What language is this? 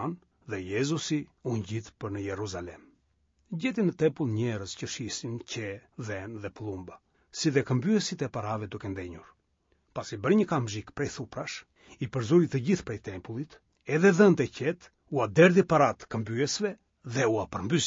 Albanian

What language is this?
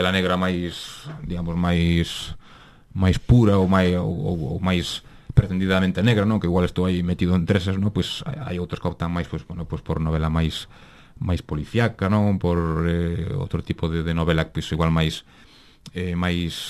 Galician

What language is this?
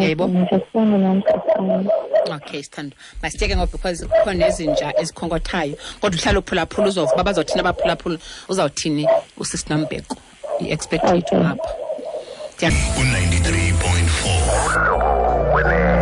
Xhosa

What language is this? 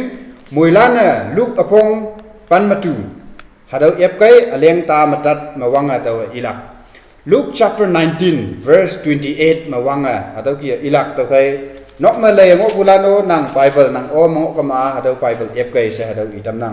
Konyak Naga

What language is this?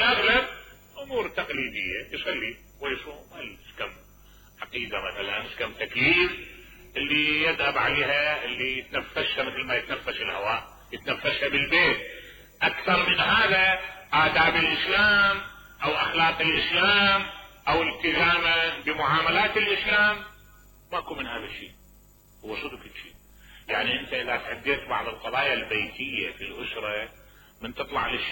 Mesopotamian Arabic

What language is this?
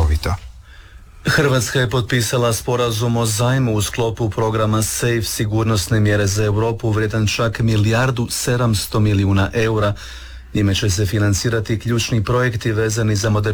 Croatian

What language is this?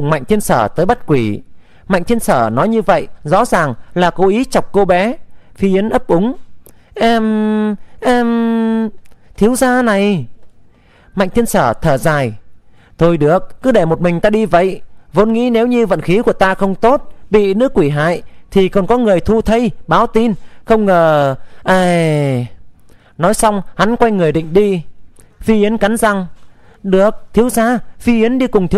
Vietnamese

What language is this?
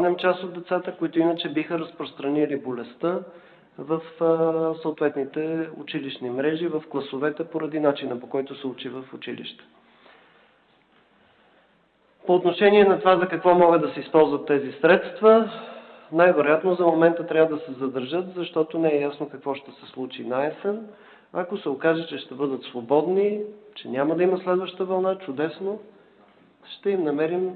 Bulgarian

